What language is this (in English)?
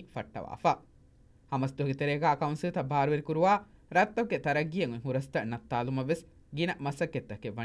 Divehi